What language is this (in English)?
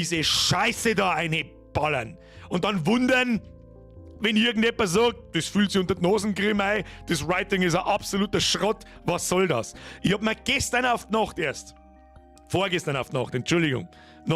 Bavarian